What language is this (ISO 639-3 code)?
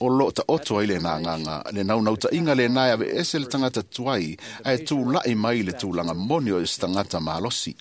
smo